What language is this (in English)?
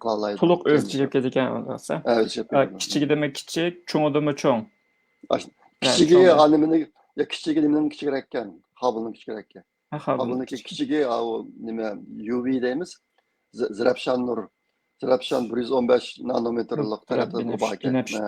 Uyghur